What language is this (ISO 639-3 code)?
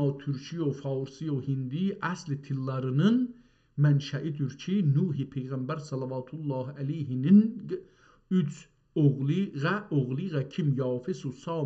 azb